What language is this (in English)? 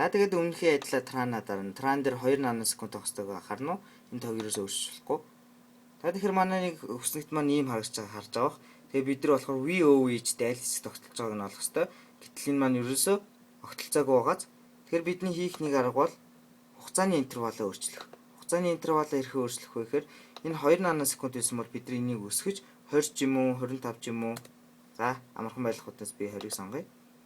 Mongolian